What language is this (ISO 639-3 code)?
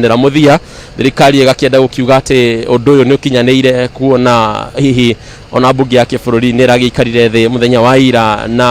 kik